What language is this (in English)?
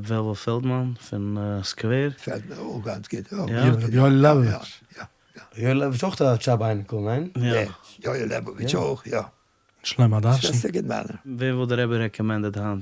Yiddish